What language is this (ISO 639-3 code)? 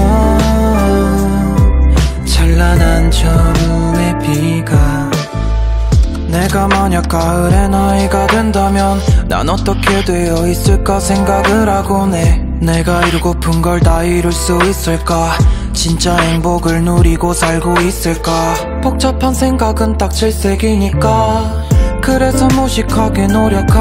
kor